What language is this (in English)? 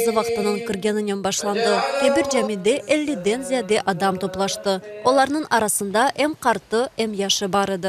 Crimean Tatar